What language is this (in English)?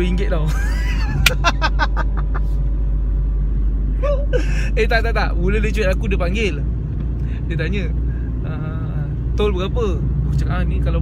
Malay